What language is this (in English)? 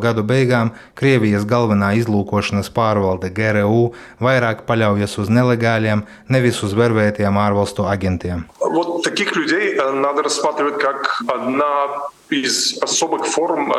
Latvian